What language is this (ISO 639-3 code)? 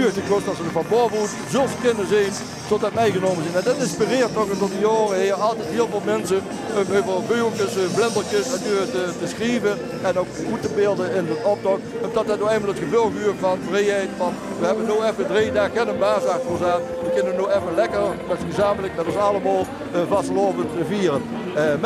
lim